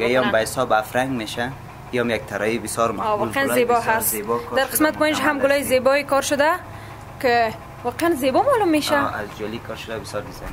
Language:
Persian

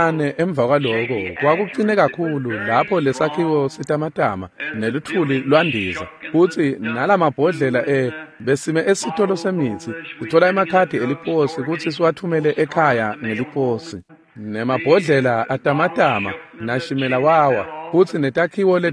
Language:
Swati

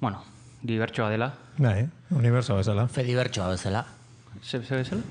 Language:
Basque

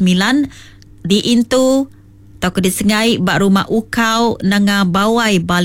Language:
Iban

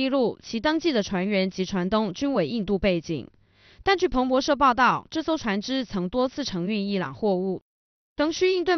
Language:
Chinese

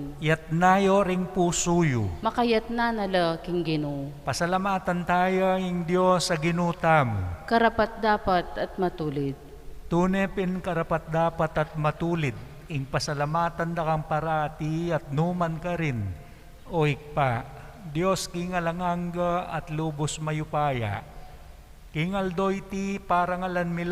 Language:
Pampanga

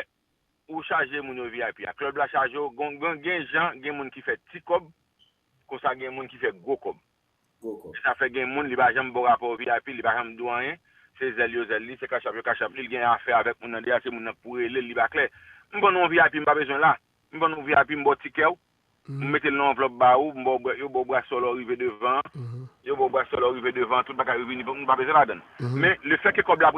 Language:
Haitian Creole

